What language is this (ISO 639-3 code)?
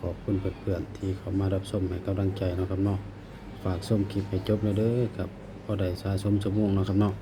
tts